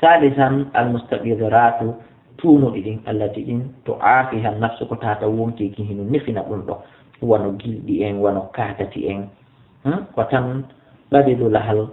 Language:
Fula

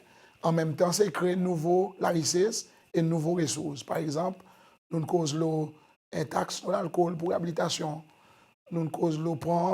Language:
Seselwa Creole French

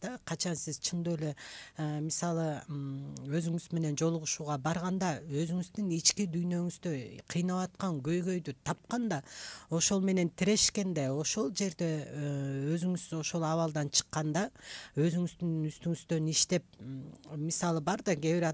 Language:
Kyrgyz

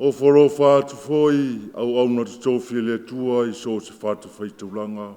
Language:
Samoan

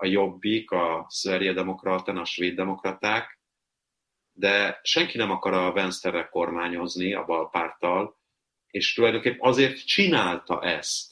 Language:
Hungarian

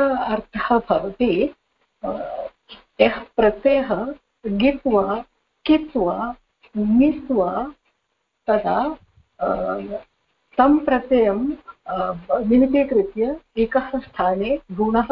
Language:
Sanskrit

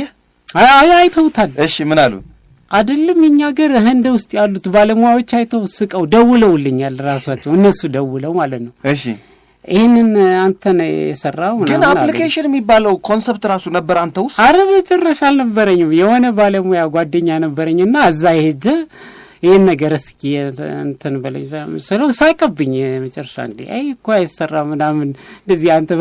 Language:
Amharic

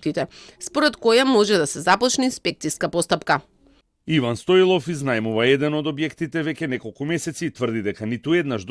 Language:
Macedonian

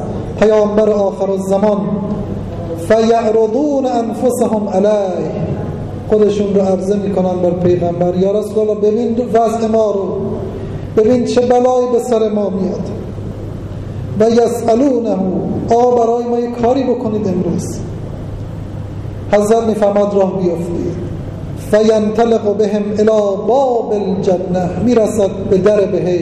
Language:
Persian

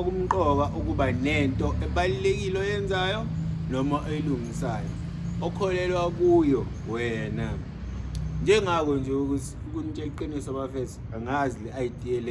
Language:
Zulu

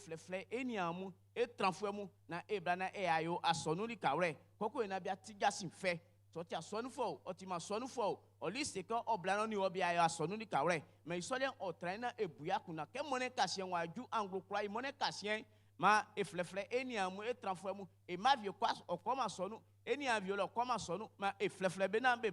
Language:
Baoulé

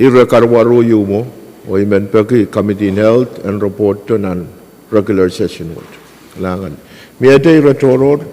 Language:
Pohnpeian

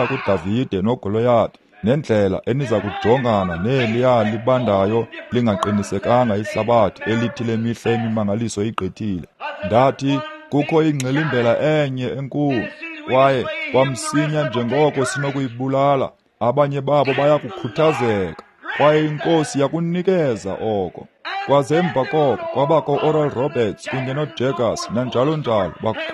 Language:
Xhosa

